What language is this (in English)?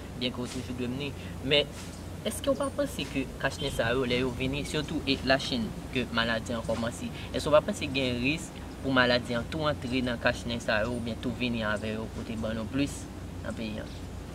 Haitian Creole